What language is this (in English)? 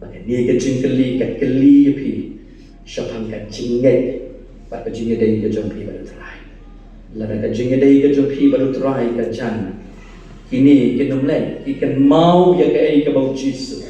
Khasi